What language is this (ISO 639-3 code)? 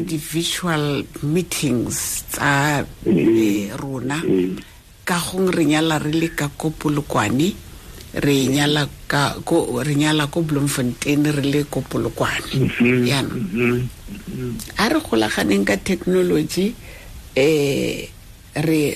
tsn